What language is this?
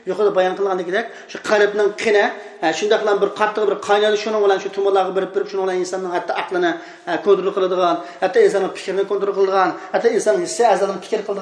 Uyghur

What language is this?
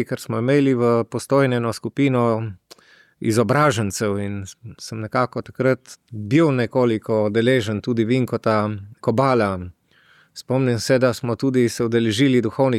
Slovenian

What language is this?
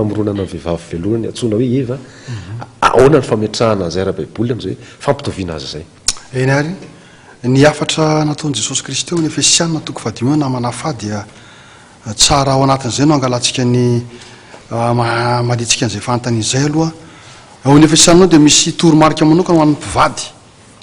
Malagasy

